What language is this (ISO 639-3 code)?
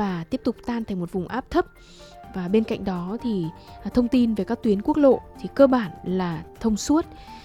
vie